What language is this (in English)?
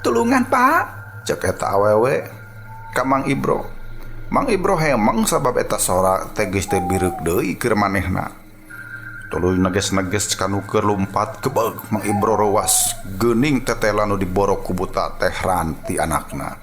Sundanese